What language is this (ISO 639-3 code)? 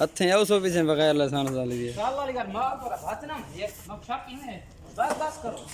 skr